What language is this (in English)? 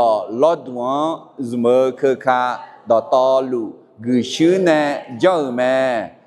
Akha